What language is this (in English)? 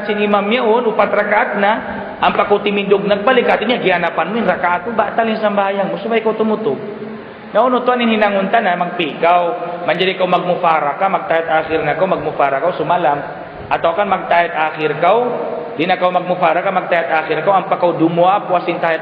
Tausug